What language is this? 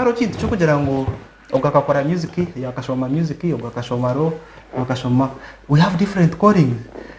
Nyankole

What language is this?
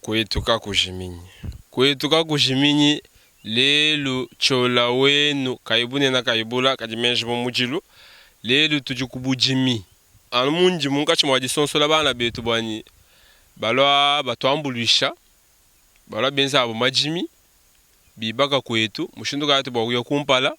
Luba-Lulua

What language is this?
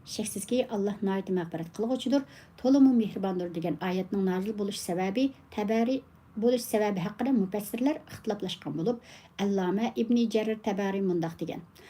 Uyghur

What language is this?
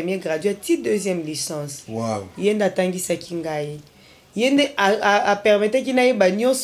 Lingala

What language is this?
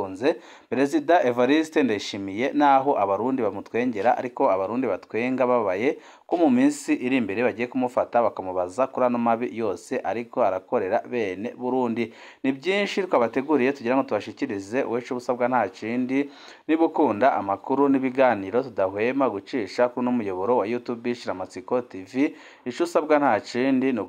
Rundi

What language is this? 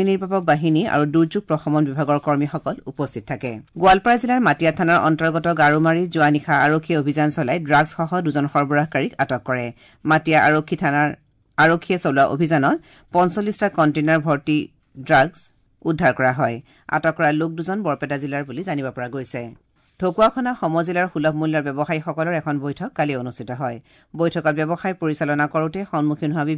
Assamese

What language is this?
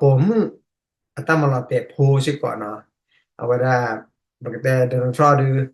S'gaw Karen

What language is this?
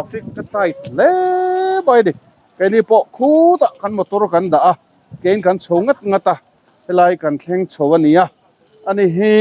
Mizo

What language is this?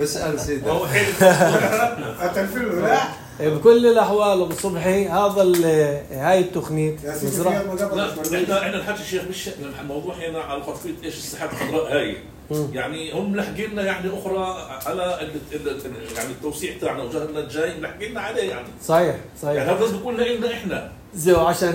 North Levantine Arabic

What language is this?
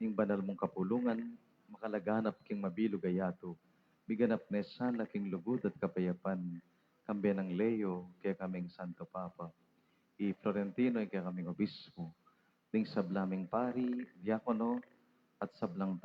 Pampanga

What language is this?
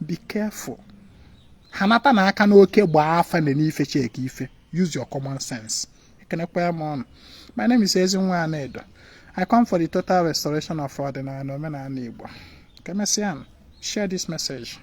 Igbo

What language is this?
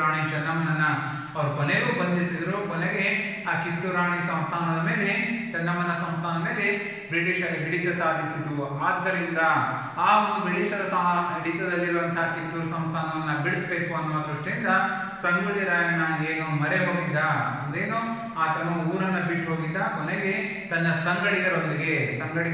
Kannada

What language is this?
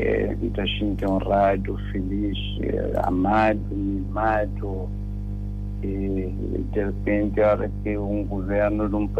Kabuverdianu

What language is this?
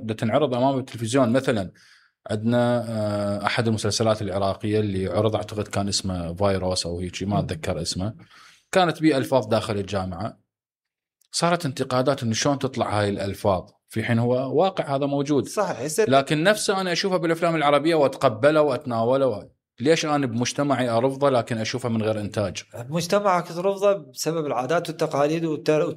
Mesopotamian Arabic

